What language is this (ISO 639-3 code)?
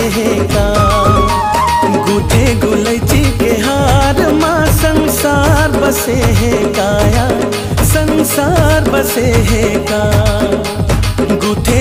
hne